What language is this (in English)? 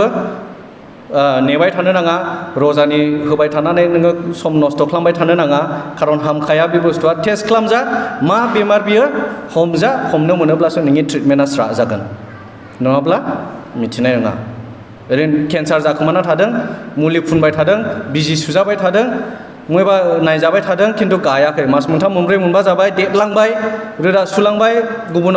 Bodo